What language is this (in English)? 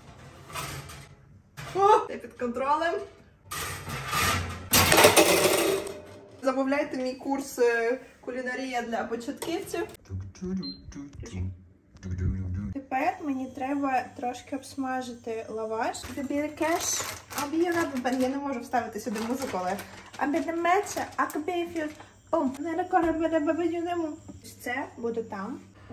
Ukrainian